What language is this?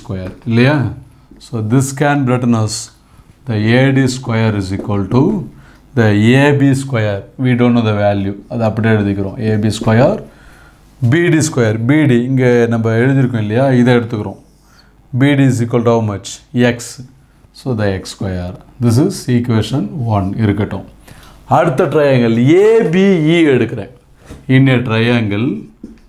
Tamil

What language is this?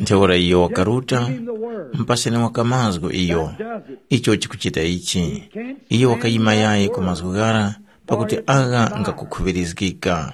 Tumbuka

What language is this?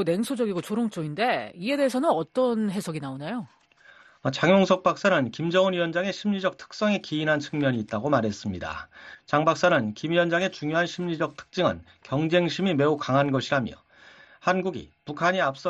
Korean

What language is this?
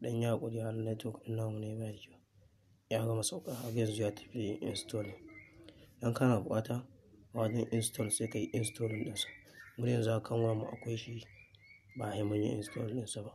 Hausa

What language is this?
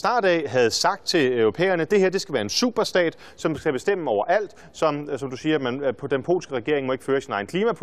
Danish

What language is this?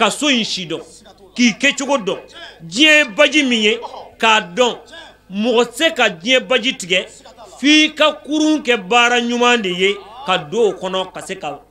Bambara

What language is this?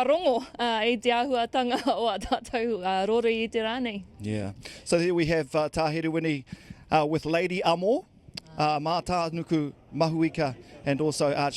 Māori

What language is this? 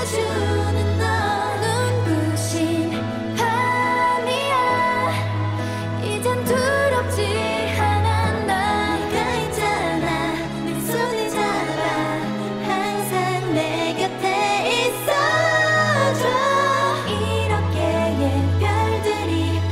Korean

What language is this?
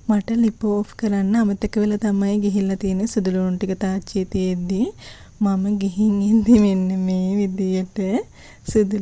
Sinhala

